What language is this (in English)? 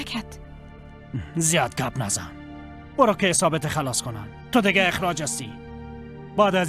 Persian